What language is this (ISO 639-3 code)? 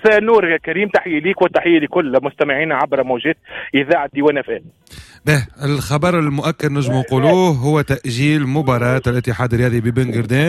aeb